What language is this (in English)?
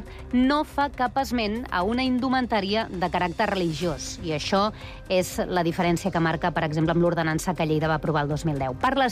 Catalan